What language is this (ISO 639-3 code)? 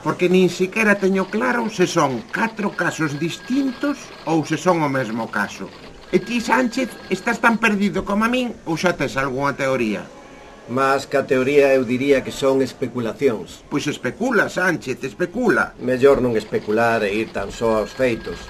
glg